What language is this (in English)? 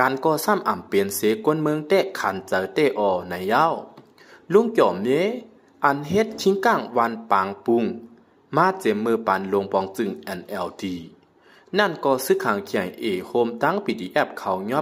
Shan